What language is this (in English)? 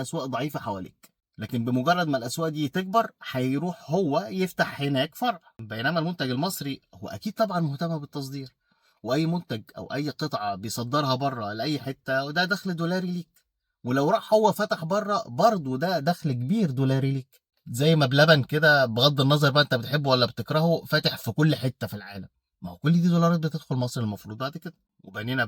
Egyptian Arabic